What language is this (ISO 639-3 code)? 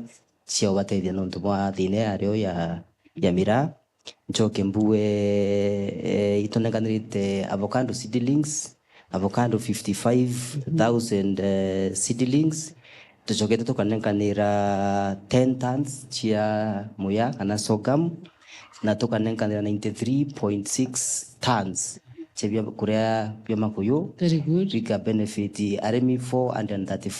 mer